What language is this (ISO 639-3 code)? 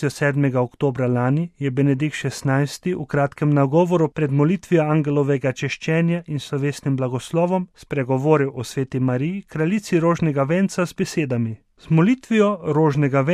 slv